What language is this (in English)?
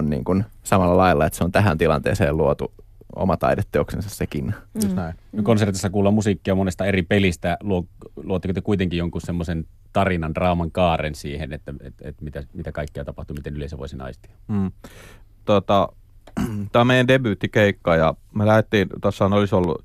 Finnish